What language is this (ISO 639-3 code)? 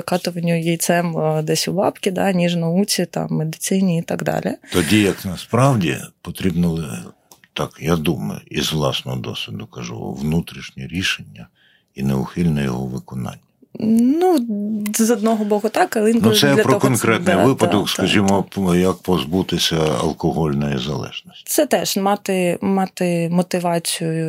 ukr